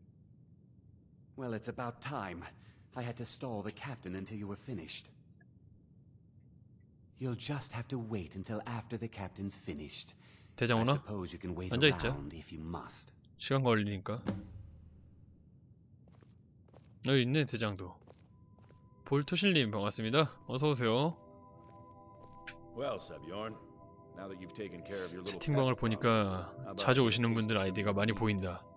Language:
Korean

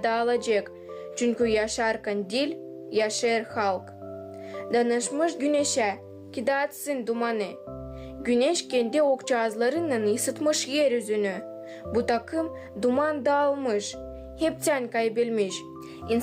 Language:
Gagauz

